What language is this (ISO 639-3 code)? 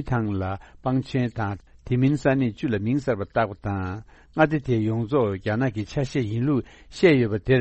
bod